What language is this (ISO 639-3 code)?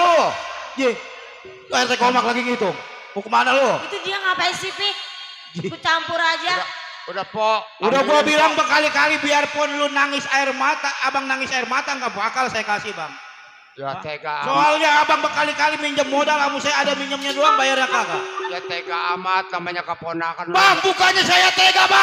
bew